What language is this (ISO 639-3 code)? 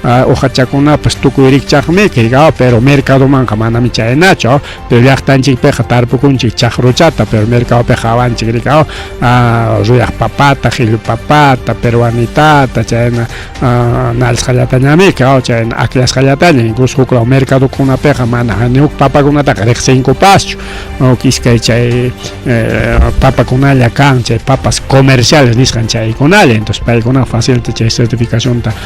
quy